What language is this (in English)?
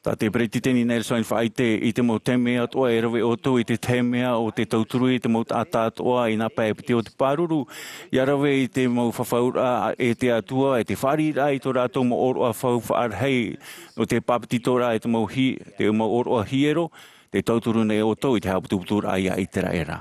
Tahitian